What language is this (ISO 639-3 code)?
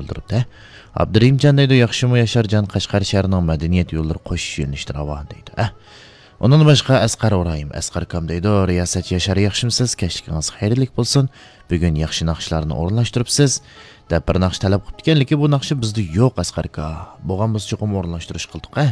uig